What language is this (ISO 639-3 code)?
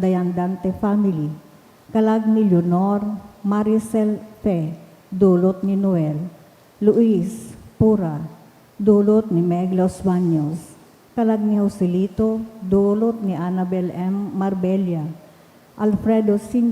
bik